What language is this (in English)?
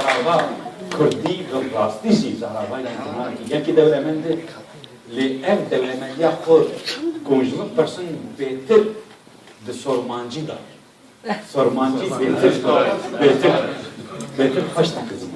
Kurdish